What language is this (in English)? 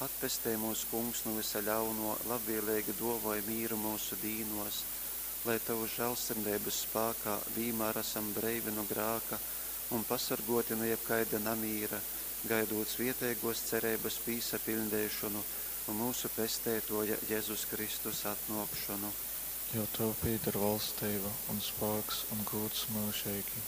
Latgalian